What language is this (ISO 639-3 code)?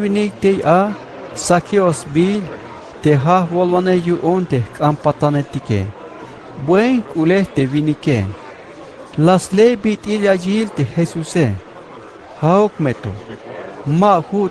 tzh